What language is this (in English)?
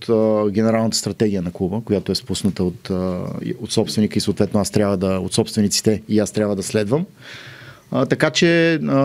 Bulgarian